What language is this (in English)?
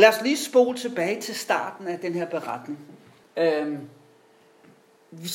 Danish